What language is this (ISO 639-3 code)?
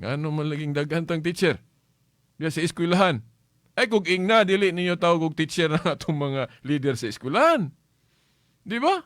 ceb